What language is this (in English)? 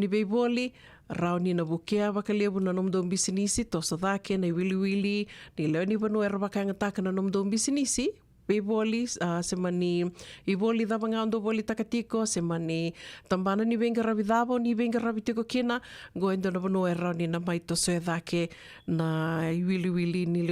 Fijian